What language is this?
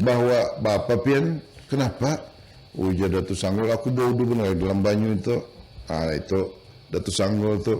Banjar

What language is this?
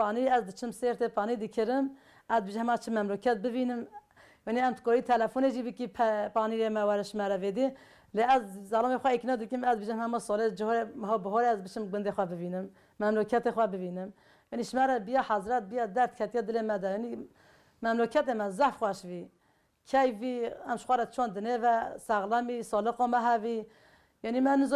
Kurdish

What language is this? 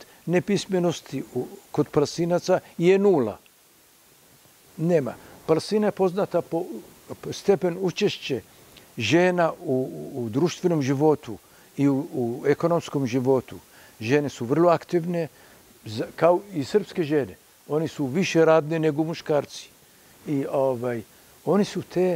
Serbian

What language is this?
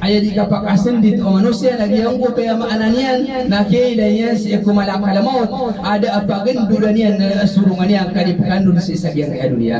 Maranao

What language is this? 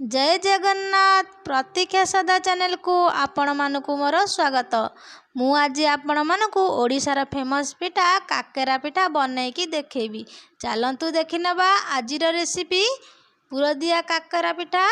Odia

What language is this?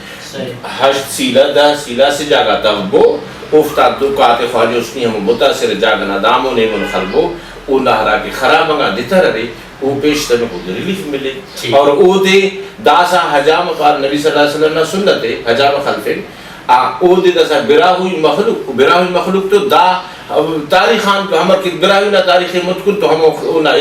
Brahui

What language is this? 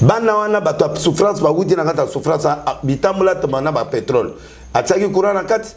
Lingala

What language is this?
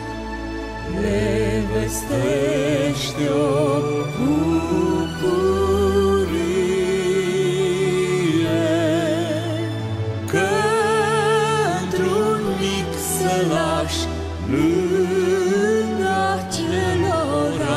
Romanian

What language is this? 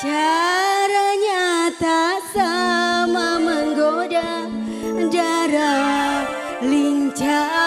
Musi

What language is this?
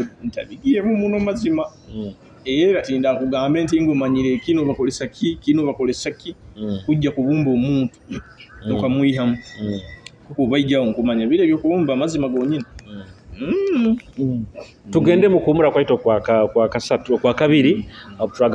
Nyoro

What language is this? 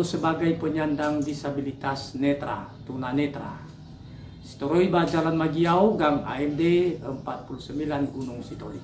Nias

